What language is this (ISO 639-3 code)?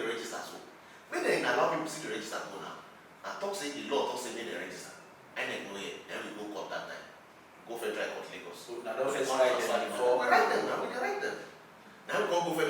pcm